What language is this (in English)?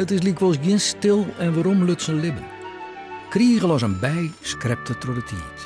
Western Frisian